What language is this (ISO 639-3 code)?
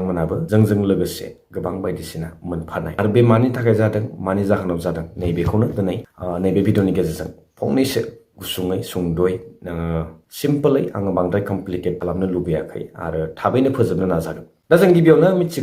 brx